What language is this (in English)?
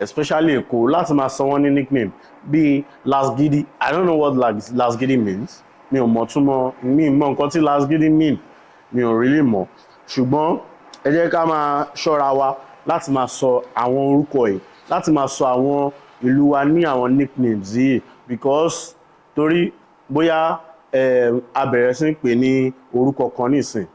Yoruba